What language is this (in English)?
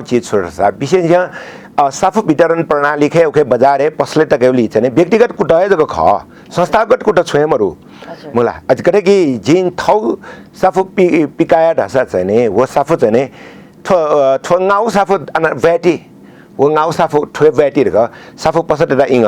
Newari